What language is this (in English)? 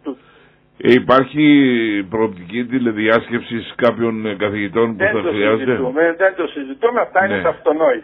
Greek